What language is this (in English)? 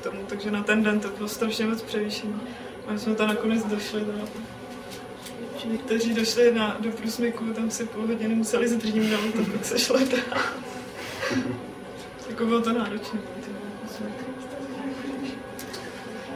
Czech